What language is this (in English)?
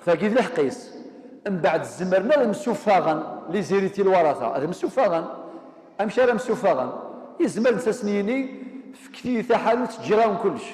Kabyle